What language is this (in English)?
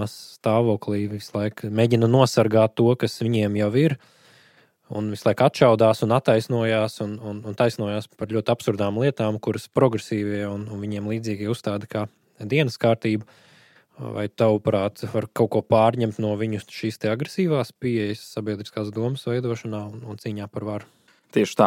Latvian